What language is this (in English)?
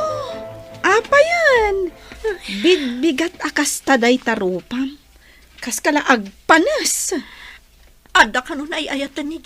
Iloko